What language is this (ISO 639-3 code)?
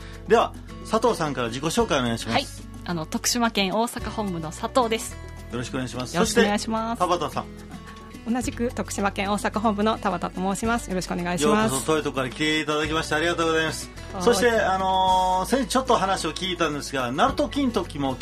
jpn